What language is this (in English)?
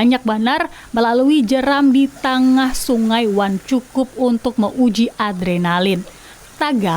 Banjar